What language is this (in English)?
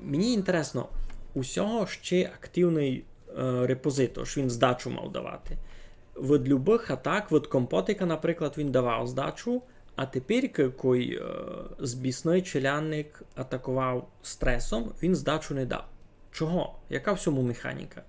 Rusyn